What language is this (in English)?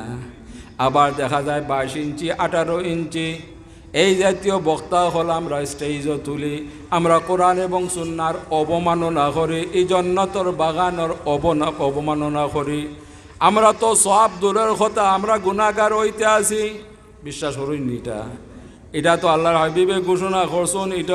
Sylheti